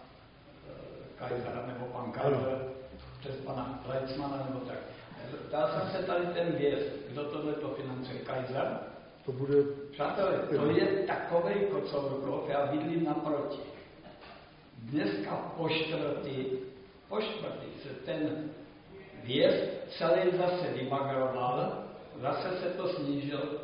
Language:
Czech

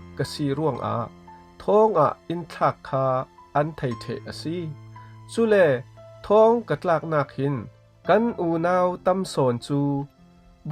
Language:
Falam Chin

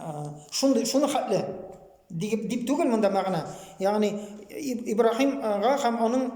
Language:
Tatar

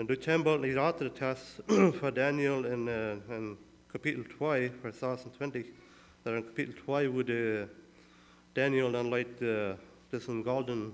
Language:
Plautdietsch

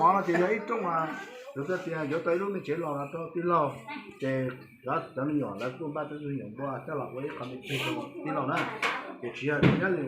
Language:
Hmong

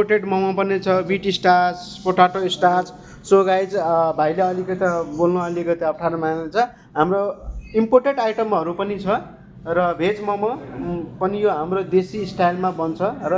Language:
Nepali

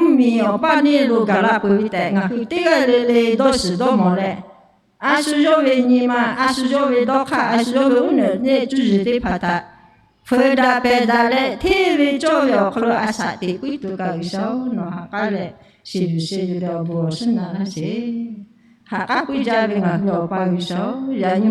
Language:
Lahu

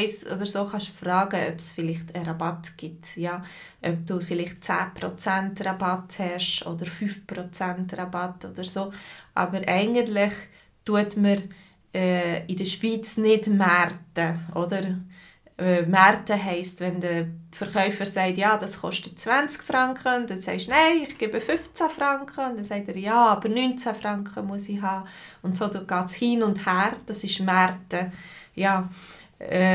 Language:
Swiss German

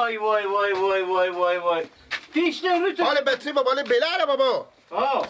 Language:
Persian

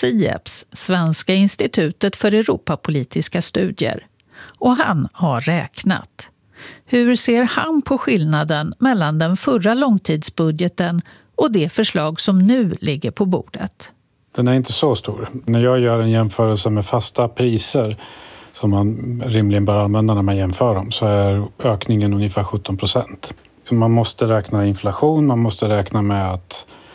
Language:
Swedish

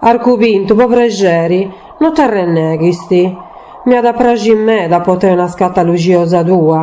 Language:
Sardinian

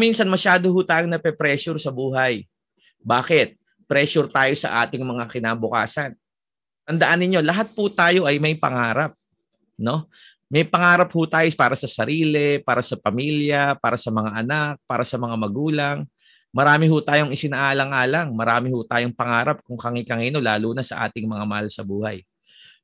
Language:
Filipino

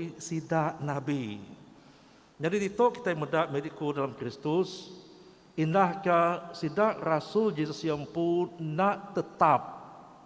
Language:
Iban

